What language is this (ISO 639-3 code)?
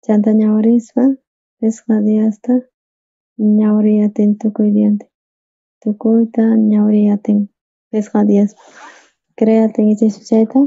quh